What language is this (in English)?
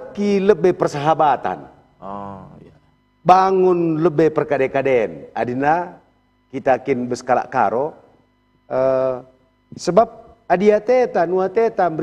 Batak Karo